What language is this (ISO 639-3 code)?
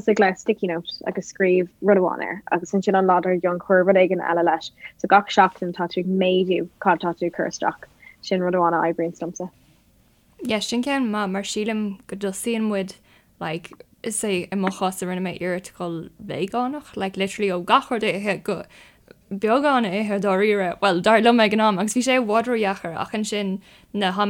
gle